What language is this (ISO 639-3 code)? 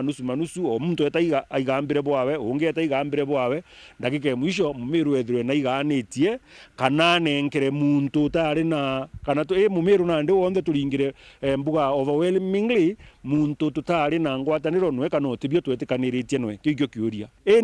mer